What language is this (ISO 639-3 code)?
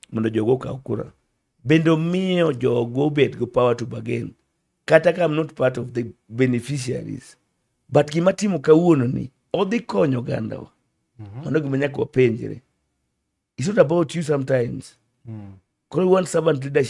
luo